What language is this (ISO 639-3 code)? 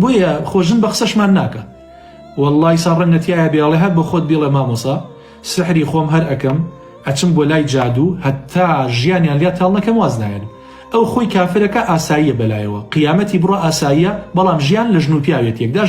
ckb